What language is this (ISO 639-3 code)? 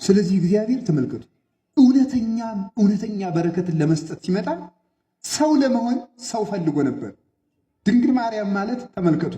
amh